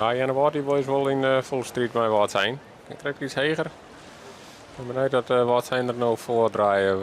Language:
Western Frisian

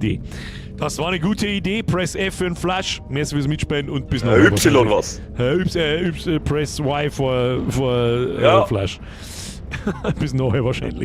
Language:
Bavarian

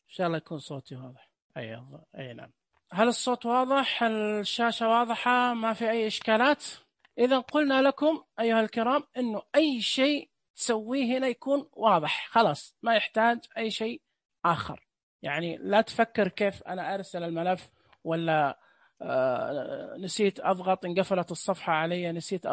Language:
Najdi Arabic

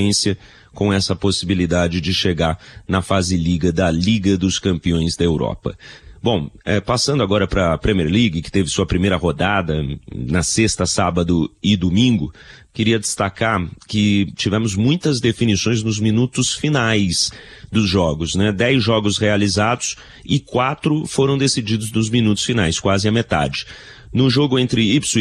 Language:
Portuguese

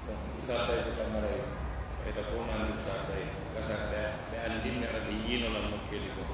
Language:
Pular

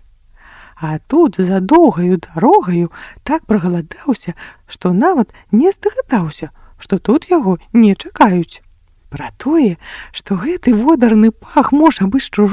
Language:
Belarusian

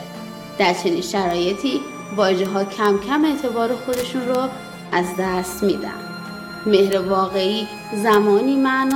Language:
Persian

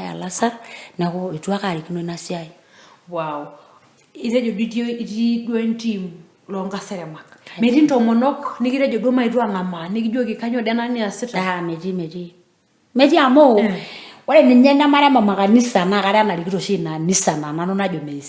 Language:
Masai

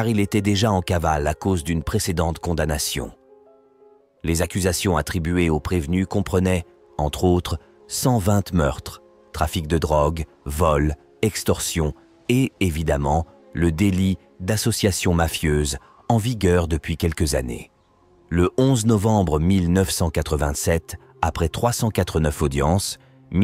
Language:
French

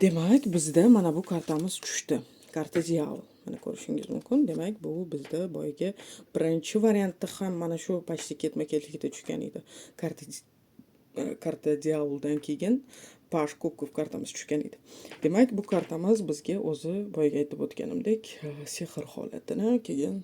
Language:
Uzbek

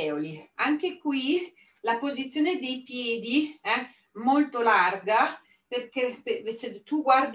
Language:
Italian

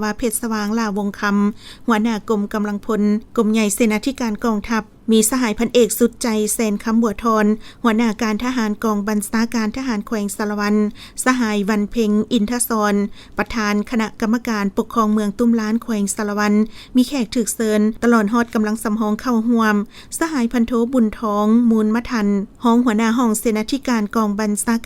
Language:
Lao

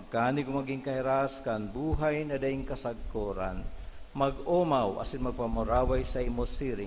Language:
Bikol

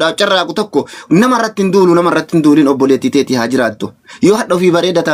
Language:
Oromo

